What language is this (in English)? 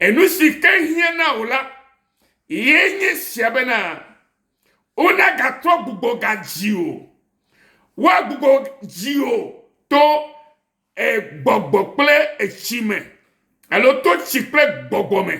Ewe